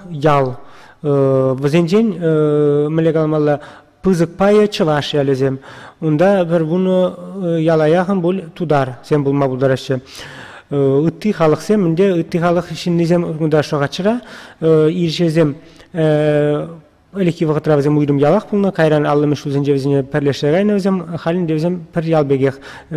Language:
Chuvash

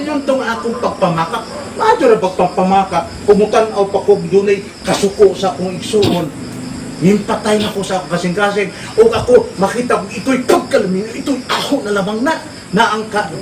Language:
Cebuano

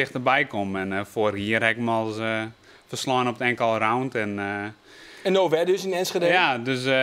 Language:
Western Frisian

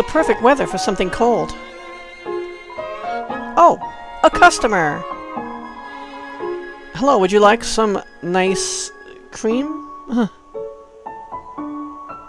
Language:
English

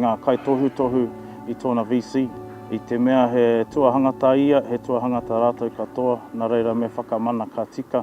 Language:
Māori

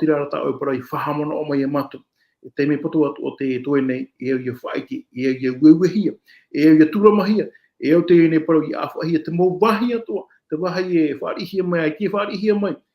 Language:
Tahitian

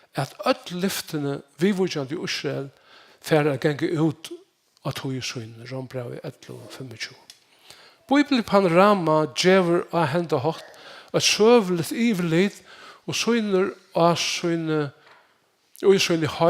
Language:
Faroese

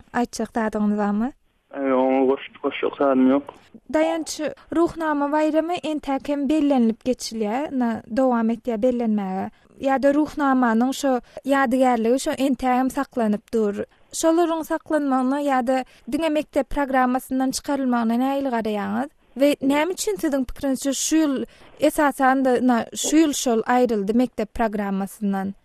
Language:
Turkmen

